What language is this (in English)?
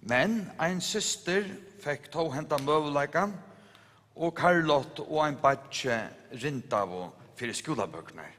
Faroese